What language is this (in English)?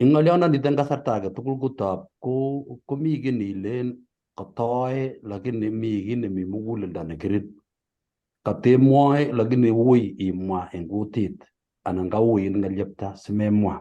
Kalenjin